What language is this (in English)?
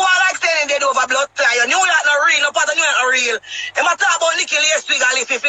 Jamaican Creole English